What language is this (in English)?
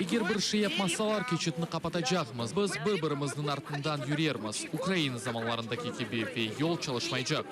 Crimean Tatar